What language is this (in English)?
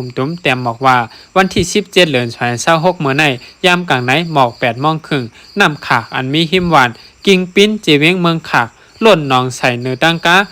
Shan